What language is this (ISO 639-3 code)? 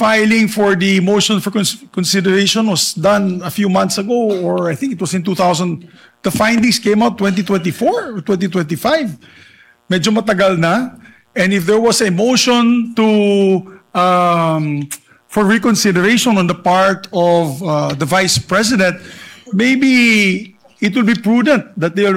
fil